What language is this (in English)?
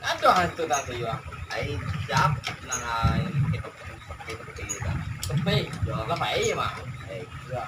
Minangkabau